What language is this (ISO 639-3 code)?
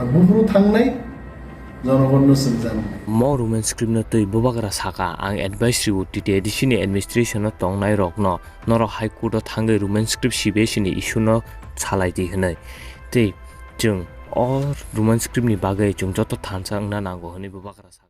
trp